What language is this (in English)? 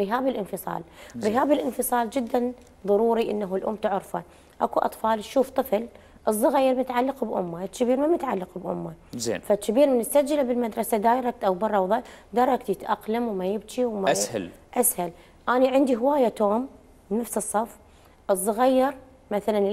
Mesopotamian Arabic